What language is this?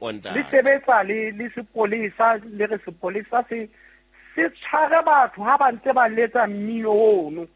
Southern Sotho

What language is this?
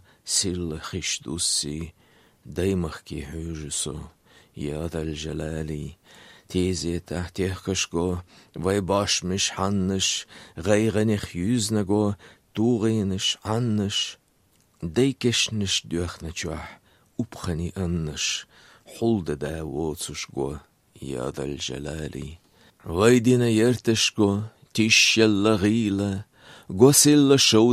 Lithuanian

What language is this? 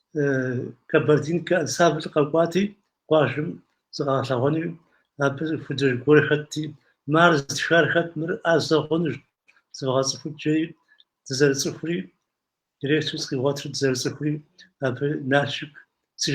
Kabardian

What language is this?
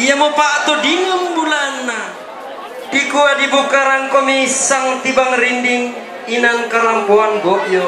Toraja-Sa'dan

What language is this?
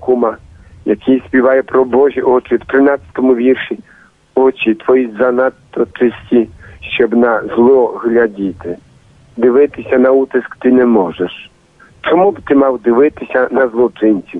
Ukrainian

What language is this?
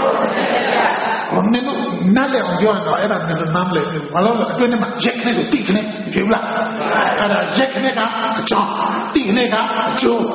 Burmese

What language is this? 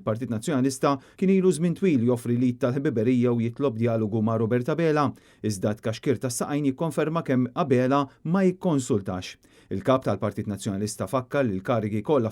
Maltese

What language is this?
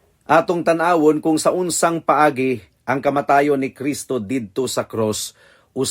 Cebuano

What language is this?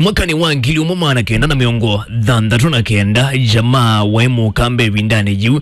Kamba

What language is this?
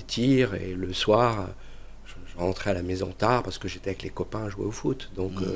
French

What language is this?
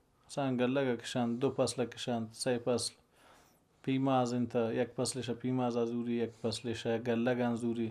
Baluchi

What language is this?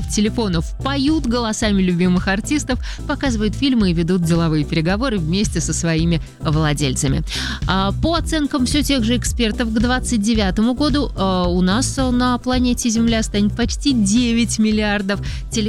Russian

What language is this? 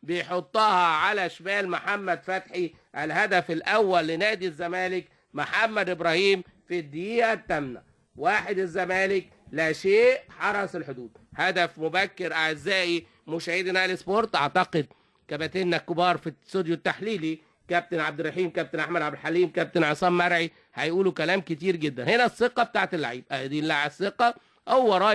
Egyptian Arabic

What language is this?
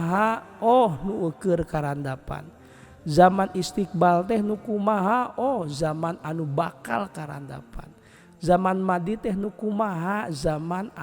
Sundanese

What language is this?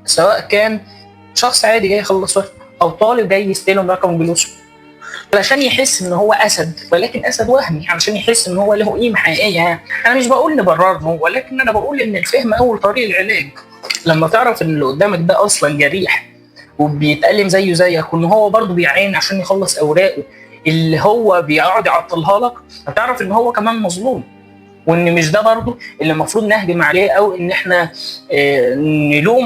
Egyptian Arabic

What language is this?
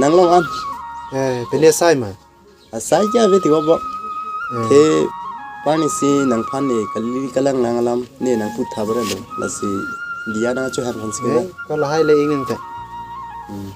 Karbi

